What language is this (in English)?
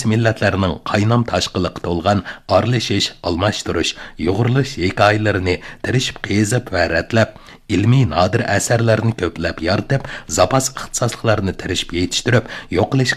Uyghur